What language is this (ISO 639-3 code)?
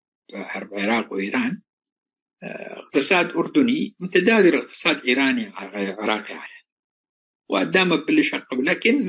tig